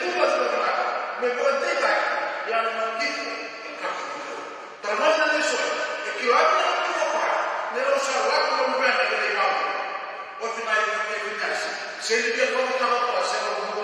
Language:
Fijian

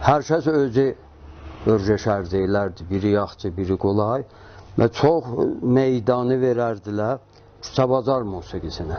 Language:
South Azerbaijani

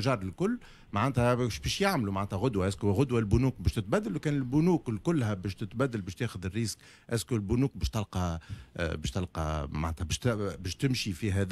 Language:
Tunisian Arabic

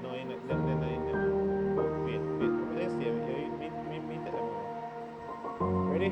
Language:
Jamaican Creole English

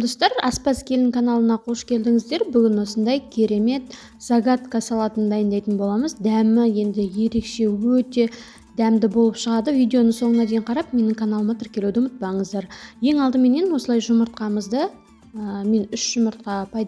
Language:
Kazakh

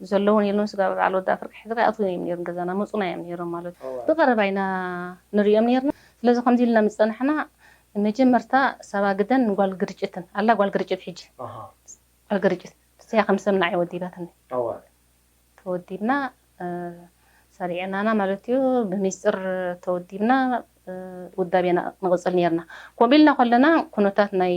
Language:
Tigrinya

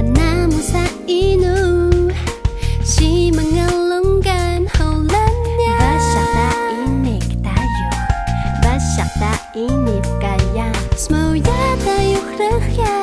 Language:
Atayal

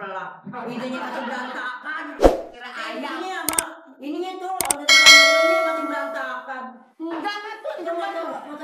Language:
Betawi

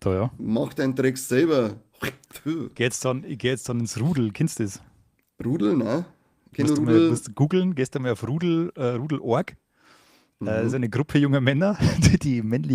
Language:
Bavarian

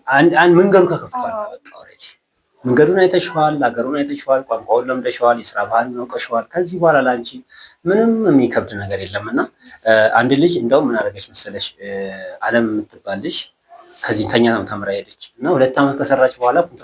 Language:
Amharic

